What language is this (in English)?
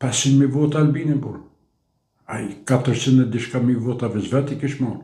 Albanian